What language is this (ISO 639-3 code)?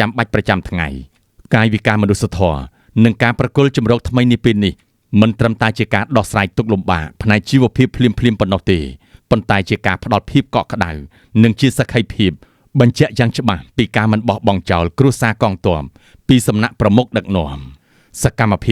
khm